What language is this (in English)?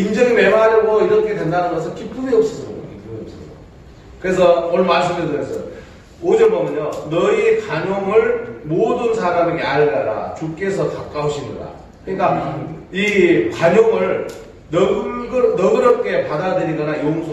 Korean